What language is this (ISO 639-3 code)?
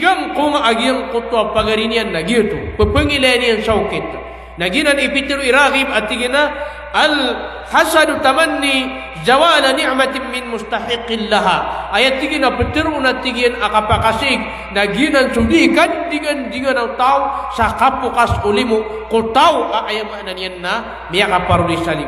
mrw